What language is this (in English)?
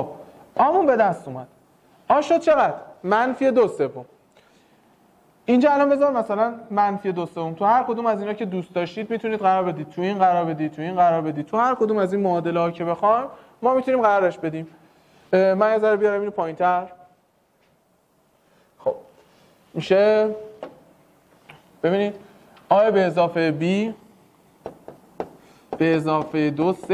Persian